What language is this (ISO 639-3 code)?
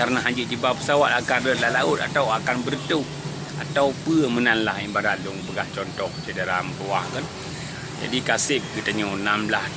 ace